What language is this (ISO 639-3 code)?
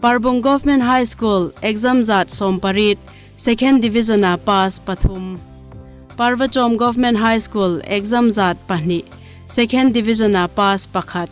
hmr